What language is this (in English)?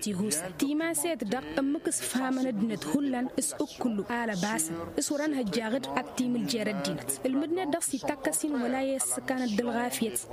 Tamasheq